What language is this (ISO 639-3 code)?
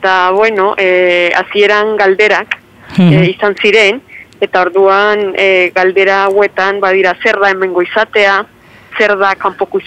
eus